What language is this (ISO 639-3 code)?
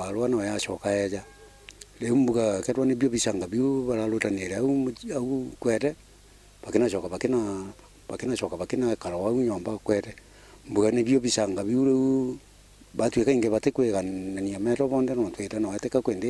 mer